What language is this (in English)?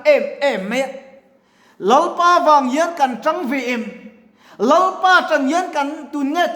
Mizo